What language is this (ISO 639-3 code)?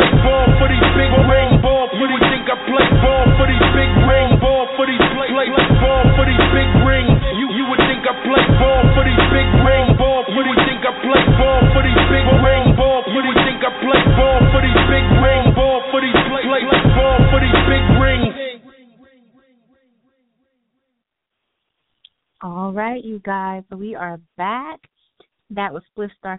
eng